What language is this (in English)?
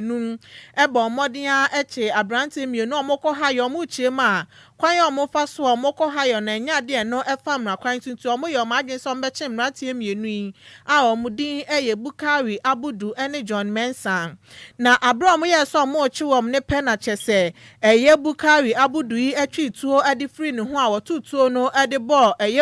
Akan